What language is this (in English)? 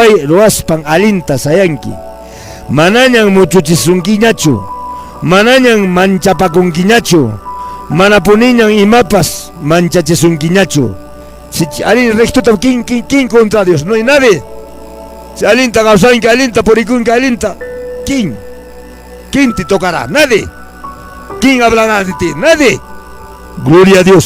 Quechua